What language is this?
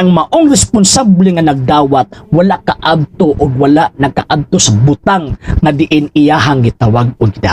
Cebuano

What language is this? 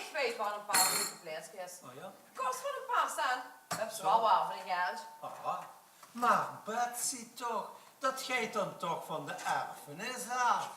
Limburgish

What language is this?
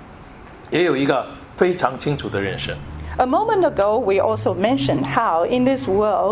English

